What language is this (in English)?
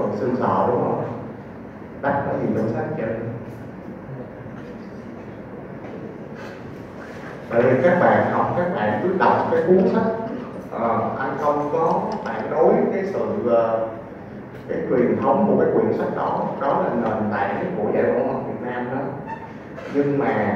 Vietnamese